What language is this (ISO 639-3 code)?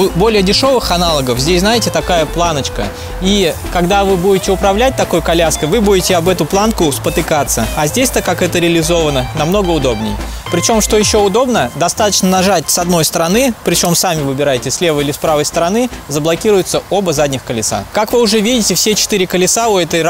rus